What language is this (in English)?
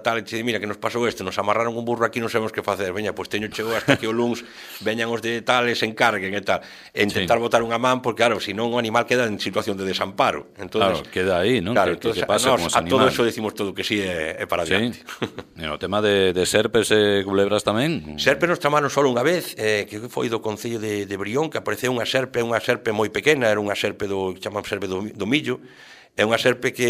Galician